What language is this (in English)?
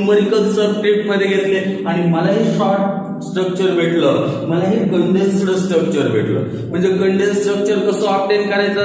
Marathi